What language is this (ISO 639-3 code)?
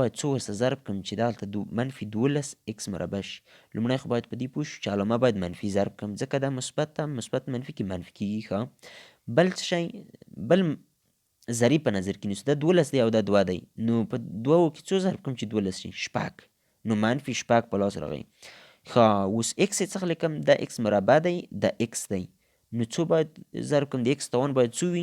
pus